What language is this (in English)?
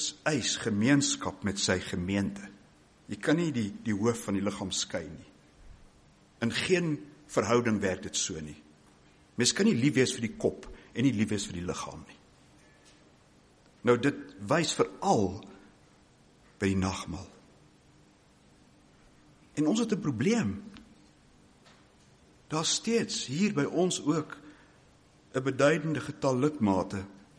Afrikaans